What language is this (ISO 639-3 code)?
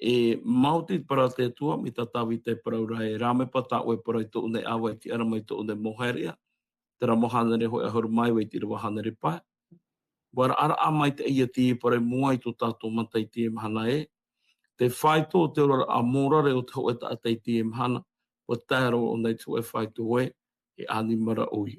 tah